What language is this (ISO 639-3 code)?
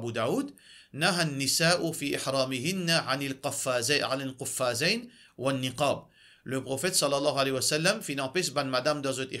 mfe